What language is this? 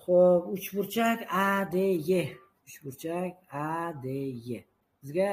Uzbek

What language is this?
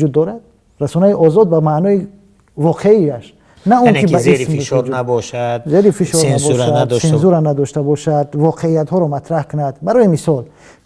Tajik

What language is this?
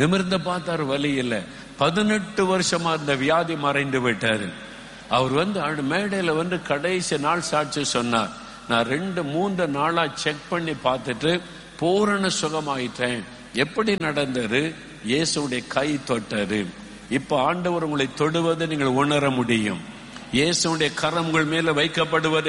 Tamil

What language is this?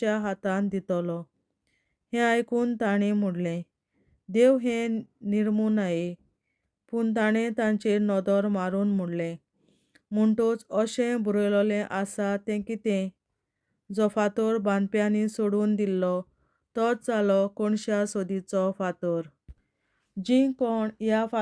Konkani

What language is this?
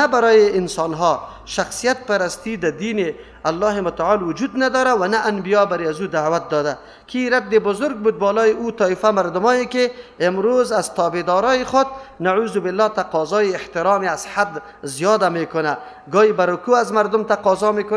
Persian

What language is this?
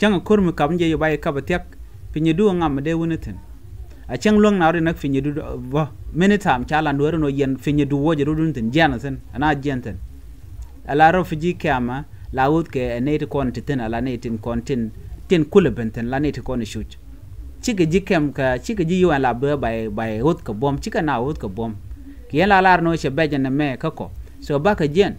Nuer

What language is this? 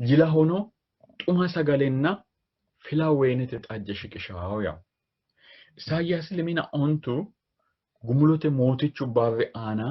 Sidamo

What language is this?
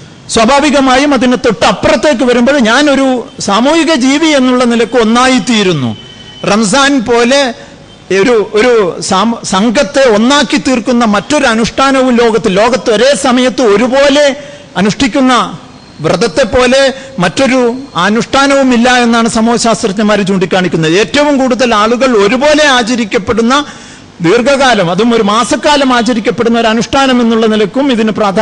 Malayalam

